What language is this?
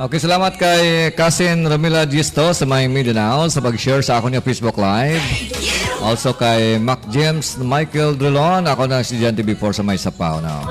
Hiligaynon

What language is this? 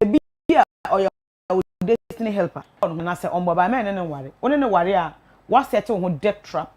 Akan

